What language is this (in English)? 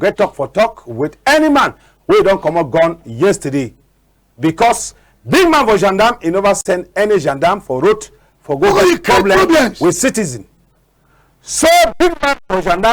Cameroon Pidgin